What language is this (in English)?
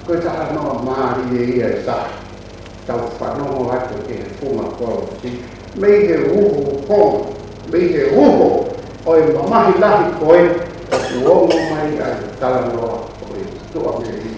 Tongan